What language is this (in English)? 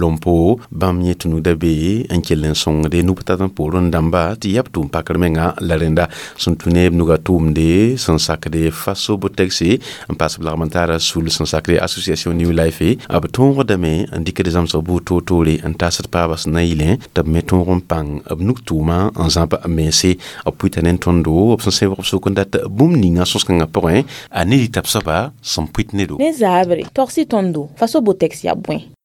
Mossi